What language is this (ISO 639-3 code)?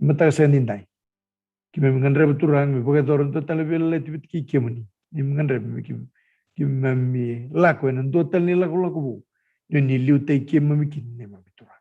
fij